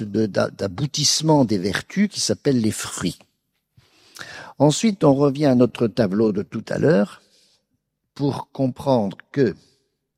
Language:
French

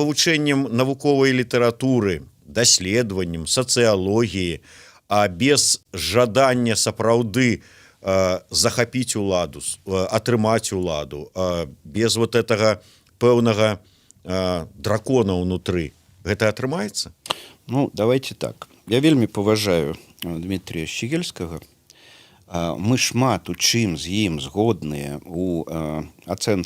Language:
Belarusian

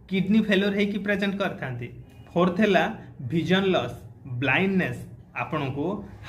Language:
Odia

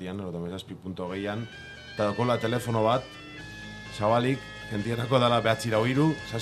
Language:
Basque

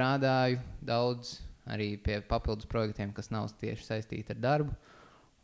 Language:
Latvian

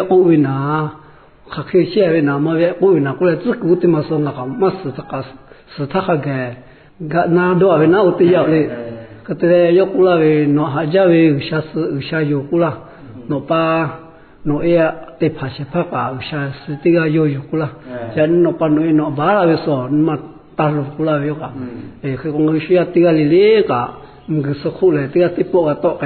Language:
Lahu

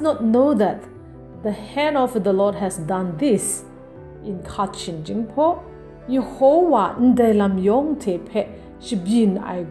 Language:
Kachin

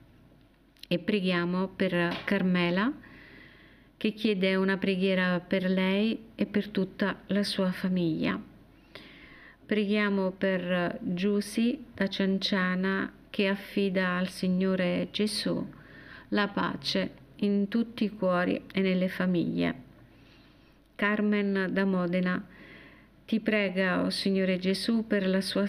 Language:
Italian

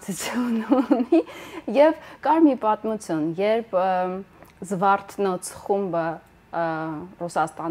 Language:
Armenian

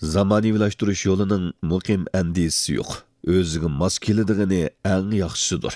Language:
Uyghur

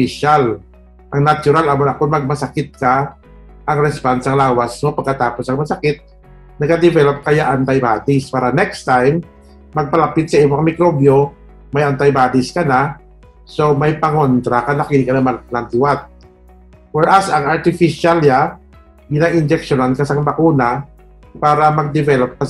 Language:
Hiligaynon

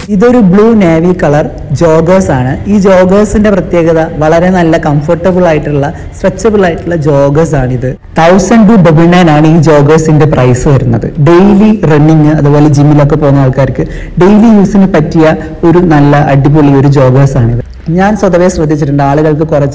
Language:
Malayalam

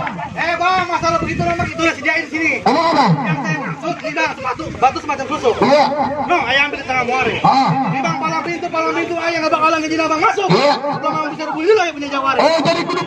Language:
Betawi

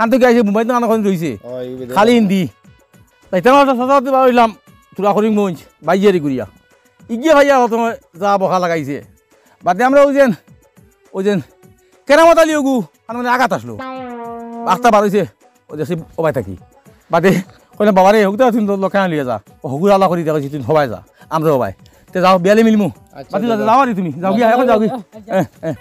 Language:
Sylheti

